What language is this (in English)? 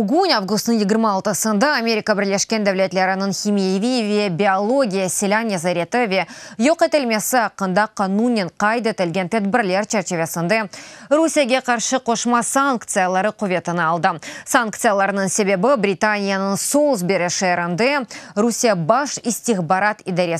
Crimean Tatar